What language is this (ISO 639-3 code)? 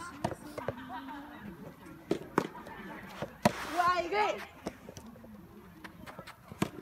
jpn